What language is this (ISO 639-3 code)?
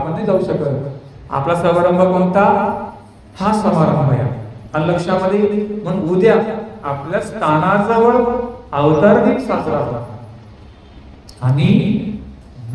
mar